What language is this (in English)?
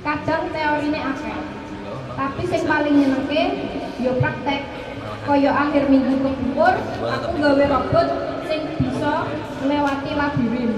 Javanese